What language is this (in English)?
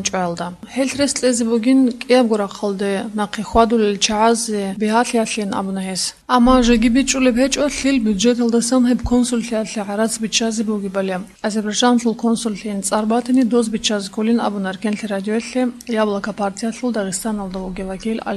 Avaric